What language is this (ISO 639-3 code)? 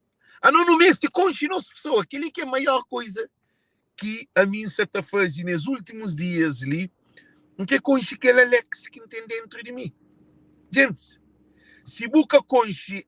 kea